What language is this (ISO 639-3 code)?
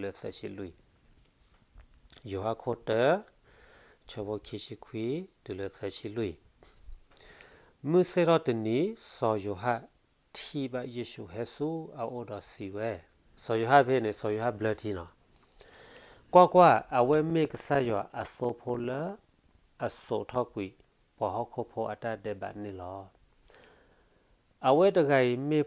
ksw